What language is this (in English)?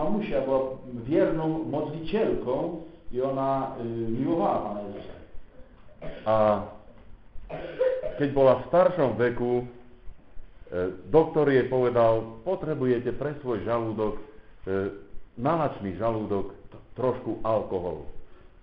Slovak